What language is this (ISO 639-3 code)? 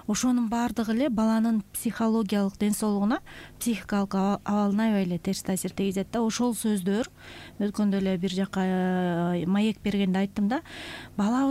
kir